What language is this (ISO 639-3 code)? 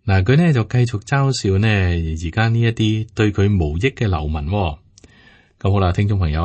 yue